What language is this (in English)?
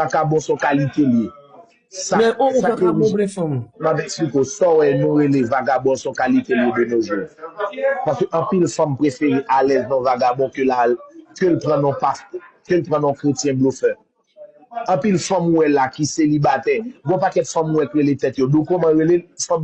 Haitian Creole